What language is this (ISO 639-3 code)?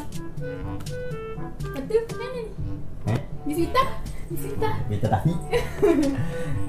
msa